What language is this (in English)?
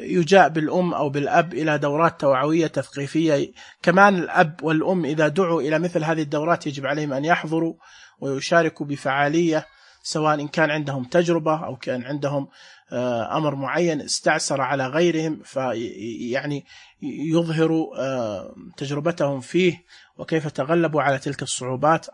Najdi Arabic